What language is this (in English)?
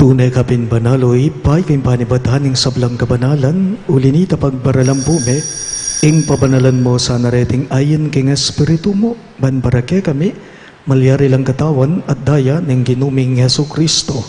Pampanga